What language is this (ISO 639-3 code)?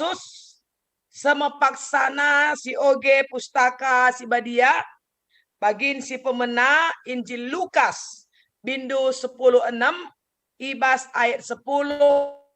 btx